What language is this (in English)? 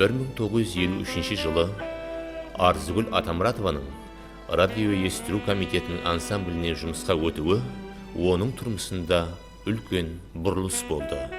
Kara-Kalpak